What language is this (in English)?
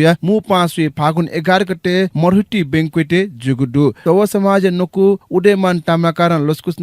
Newari